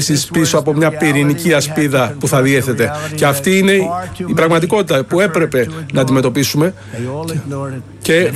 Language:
Greek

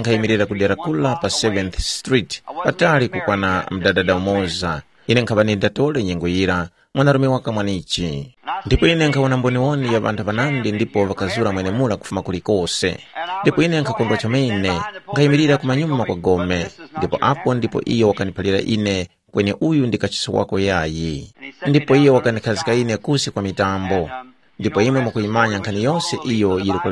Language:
Tumbuka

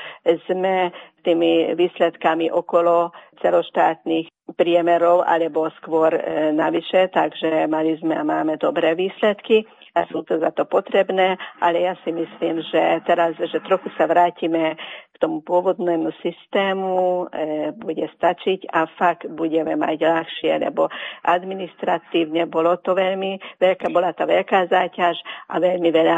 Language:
Slovak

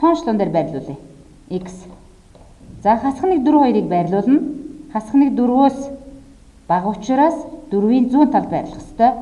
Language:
Mongolian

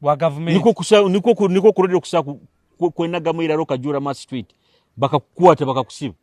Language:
Nyoro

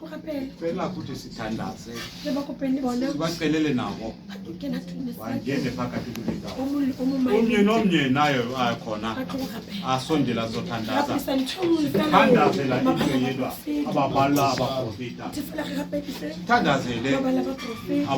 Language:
Southern Sotho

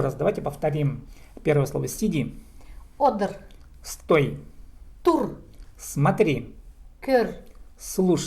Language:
Khakas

